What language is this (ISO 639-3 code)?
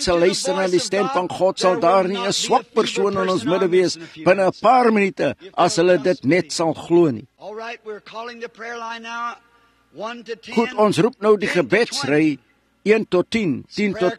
afr